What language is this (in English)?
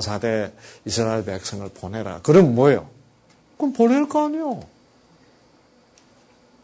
Korean